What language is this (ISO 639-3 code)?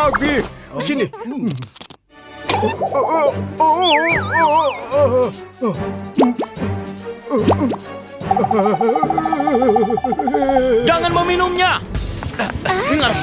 ind